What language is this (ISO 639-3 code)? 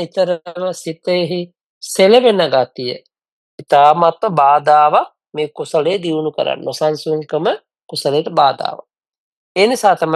sin